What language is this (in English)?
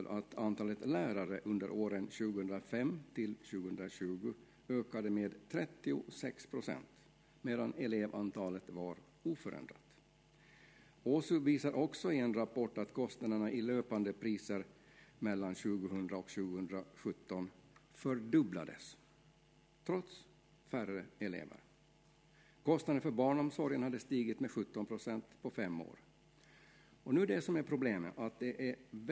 Swedish